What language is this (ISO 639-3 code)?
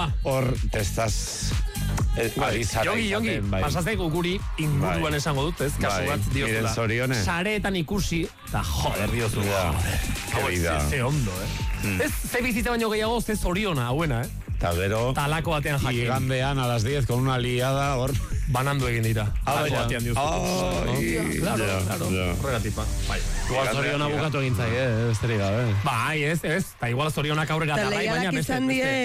eus